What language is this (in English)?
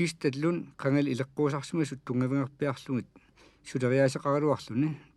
Kalaallisut